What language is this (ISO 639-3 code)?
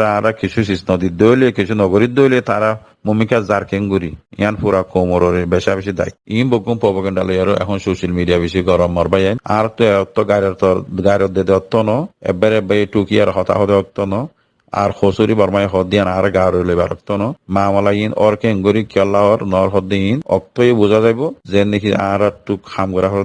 rhg